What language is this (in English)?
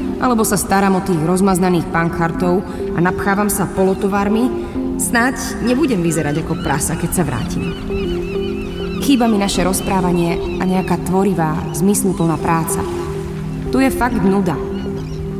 Slovak